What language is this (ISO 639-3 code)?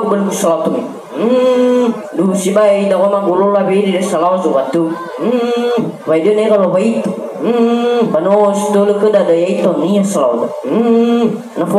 nia